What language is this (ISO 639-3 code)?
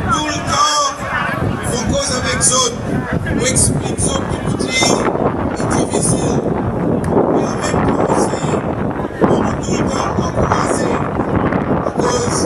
crs